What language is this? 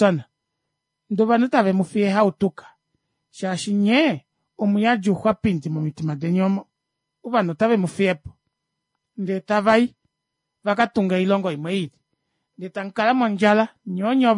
Kuanyama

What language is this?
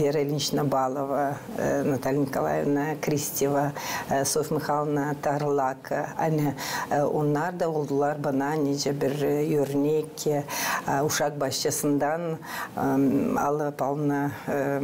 Gagauz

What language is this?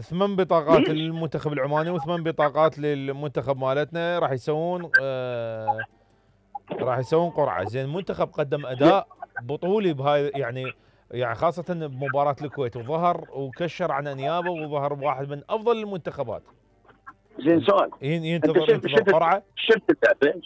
Mesopotamian Arabic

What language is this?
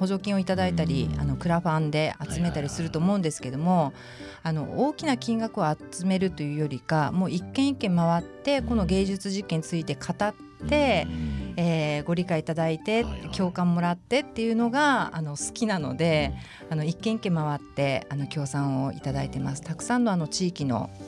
Japanese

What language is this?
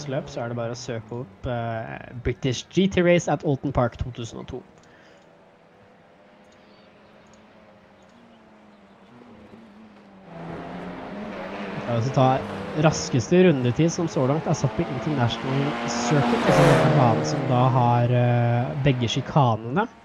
Norwegian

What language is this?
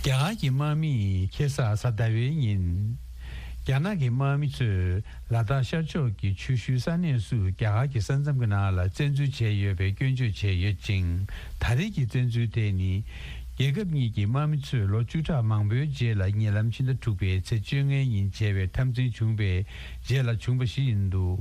Tibetan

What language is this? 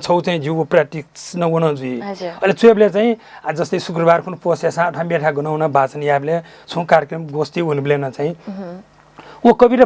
Newari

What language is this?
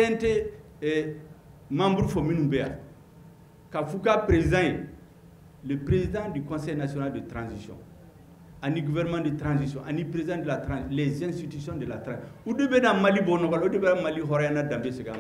Bambara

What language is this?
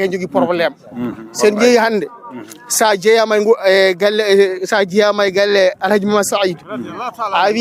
Fula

